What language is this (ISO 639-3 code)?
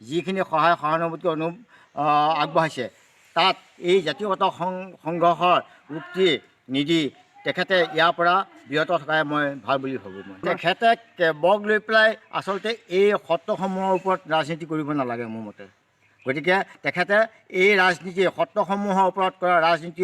asm